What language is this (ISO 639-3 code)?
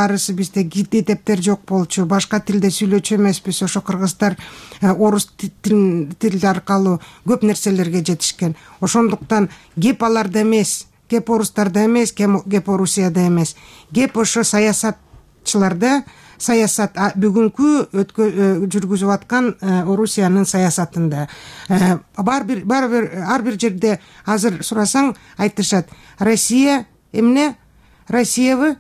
kir